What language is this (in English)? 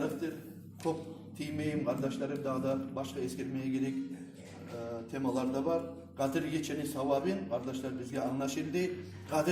Kumyk